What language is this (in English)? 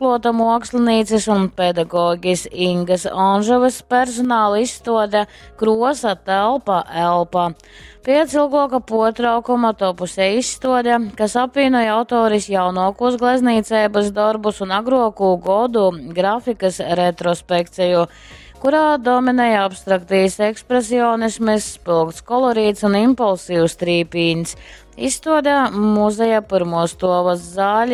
Latgalian